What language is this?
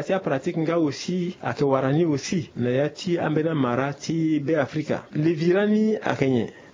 Sango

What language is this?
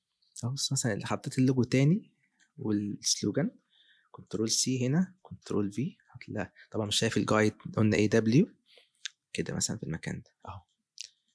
Egyptian Arabic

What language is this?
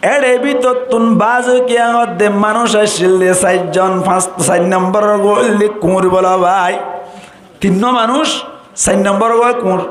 Rohingya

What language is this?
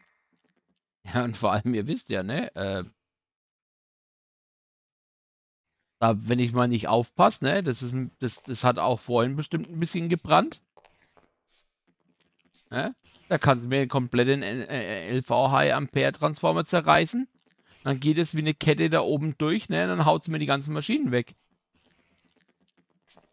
German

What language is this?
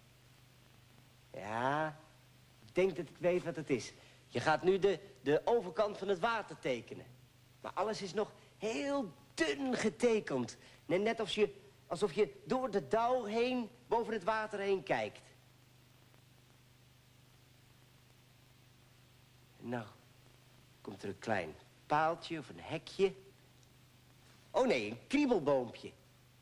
Dutch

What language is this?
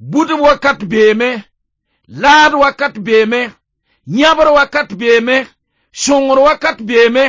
Mossi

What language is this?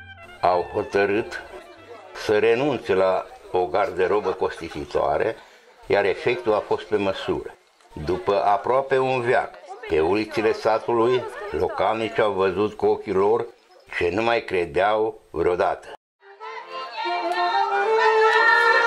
Romanian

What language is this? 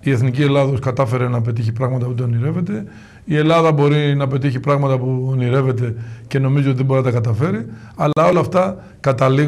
Greek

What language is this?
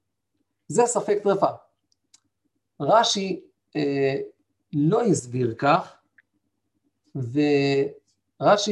Hebrew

